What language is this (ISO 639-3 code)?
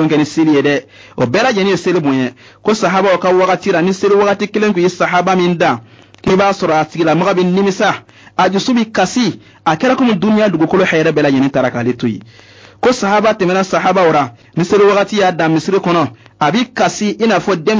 bam